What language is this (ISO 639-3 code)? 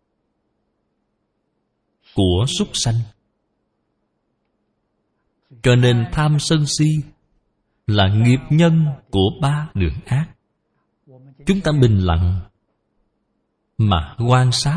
vie